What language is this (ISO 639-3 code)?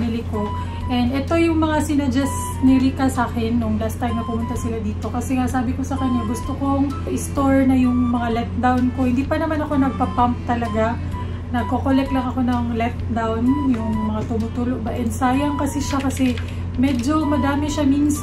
fil